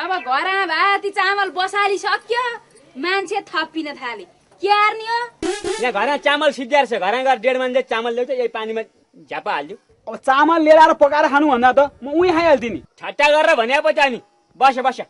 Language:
Nepali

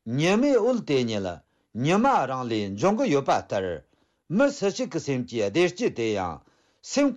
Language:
Tibetan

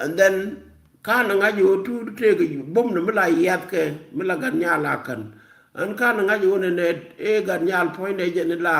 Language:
Nuer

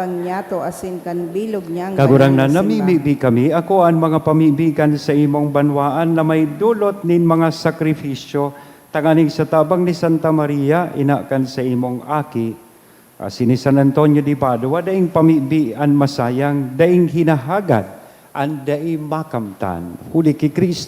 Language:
Bikol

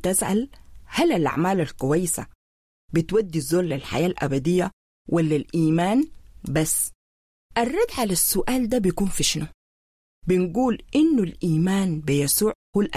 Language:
Sudanese Arabic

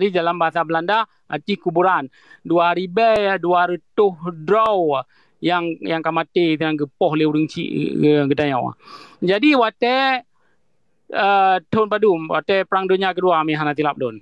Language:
Achinese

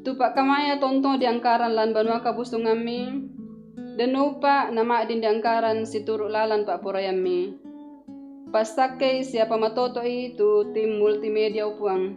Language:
Toraja-Sa'dan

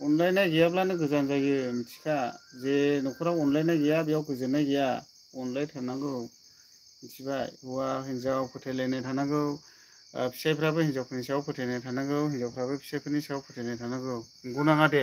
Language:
Bodo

